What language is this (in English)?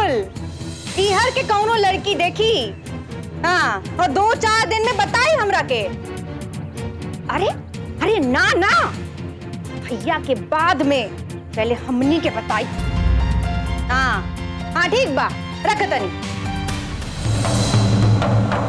Bhojpuri